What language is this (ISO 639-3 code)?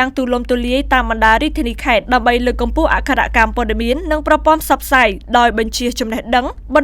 khm